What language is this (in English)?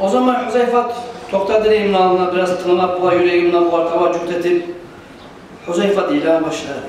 Kumyk